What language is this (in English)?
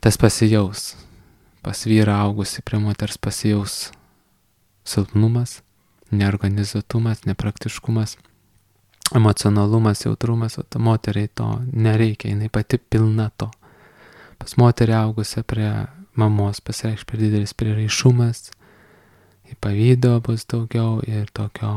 Lithuanian